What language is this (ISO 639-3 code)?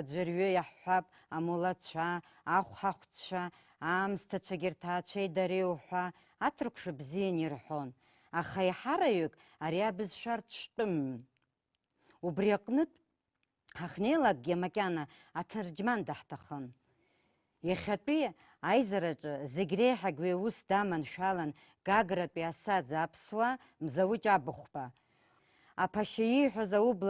abk